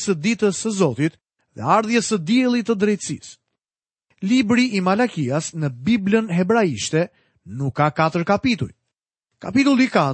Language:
Albanian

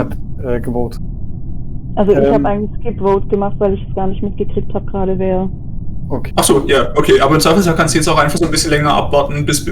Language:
Swiss German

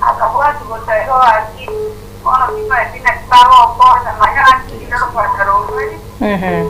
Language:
Gusii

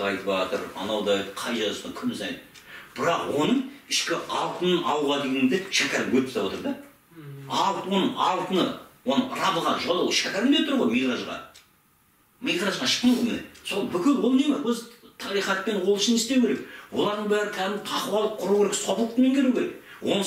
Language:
Kazakh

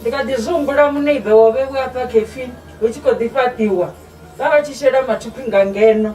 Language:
Venda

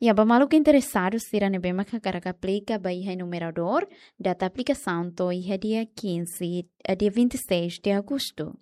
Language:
Tetum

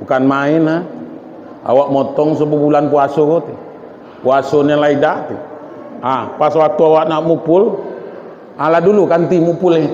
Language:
Minangkabau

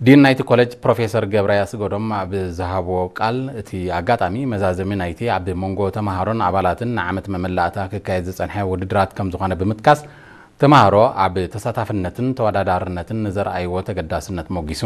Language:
Tigrinya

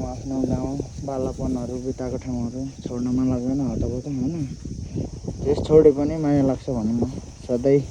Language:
Nepali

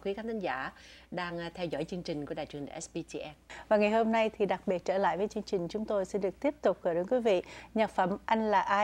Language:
Vietnamese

